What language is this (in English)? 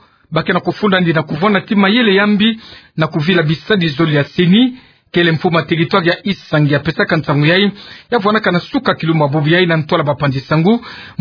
Kituba (Democratic Republic of Congo)